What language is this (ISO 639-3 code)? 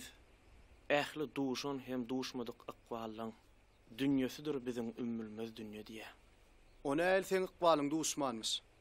tuk